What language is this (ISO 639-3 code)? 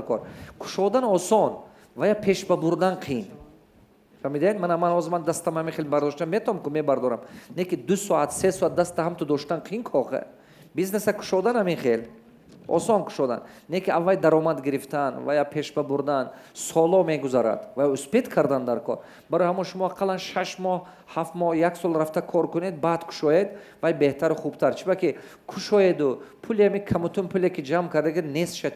tgk